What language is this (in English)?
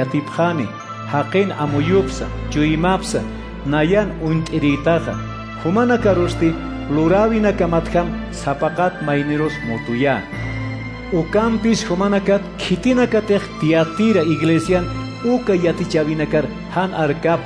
Aymara